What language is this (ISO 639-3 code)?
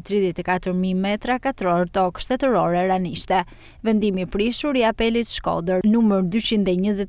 sqi